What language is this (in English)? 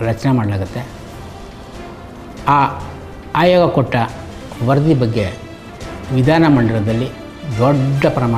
Kannada